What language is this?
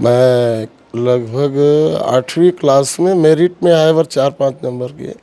Chhattisgarhi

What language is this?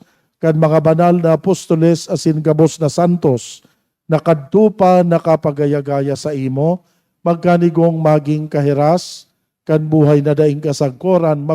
Bikol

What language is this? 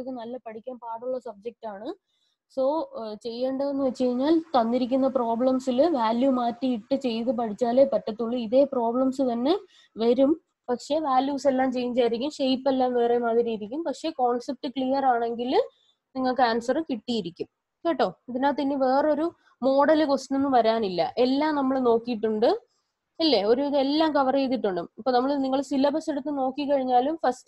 Malayalam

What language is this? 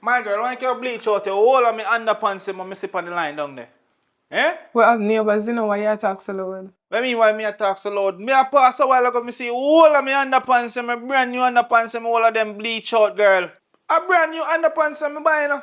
Jamaican Creole English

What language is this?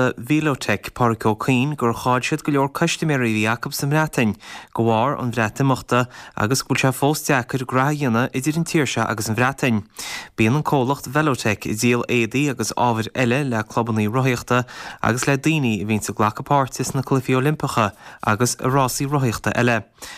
Irish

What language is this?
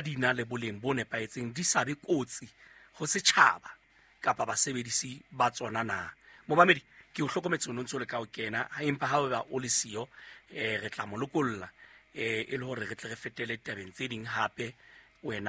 Southern Sotho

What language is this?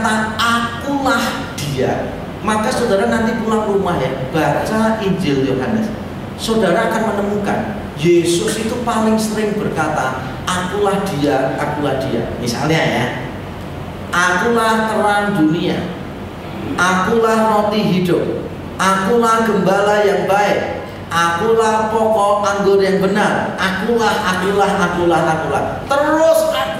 Indonesian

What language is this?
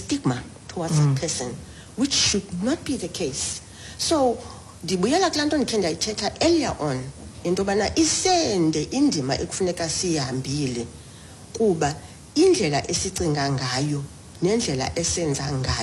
Xhosa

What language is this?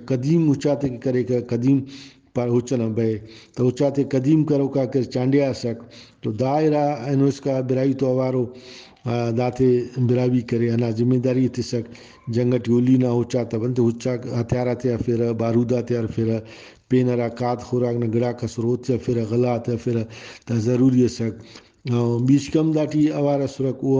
Brahui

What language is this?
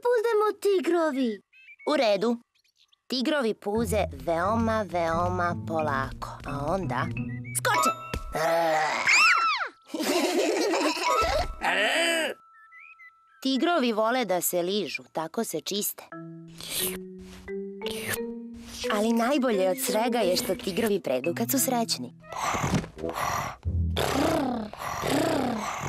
Serbian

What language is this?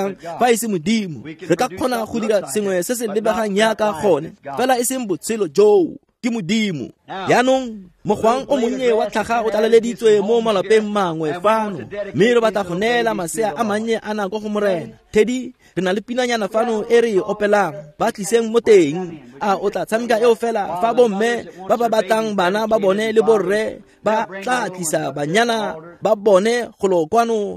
Tswana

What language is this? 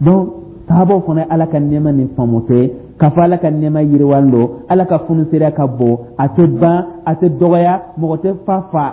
Dyula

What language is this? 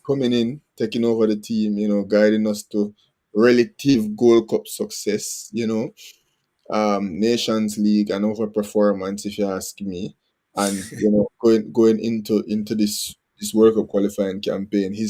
Jamaican Creole English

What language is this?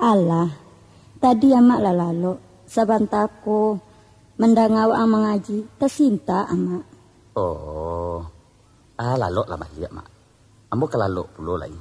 Minangkabau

